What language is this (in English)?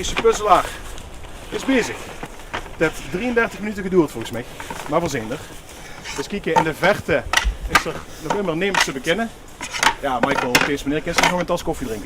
Limburgish